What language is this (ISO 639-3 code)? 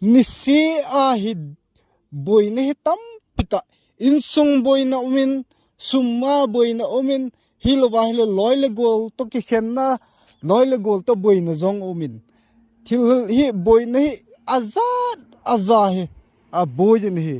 tcz